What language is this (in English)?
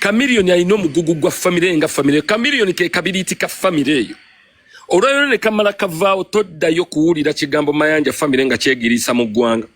Ganda